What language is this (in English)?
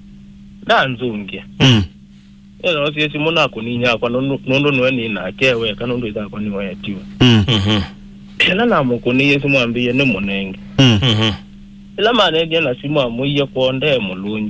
Kamba